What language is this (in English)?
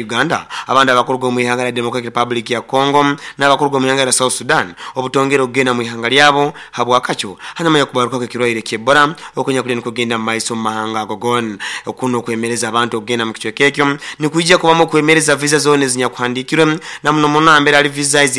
Nyoro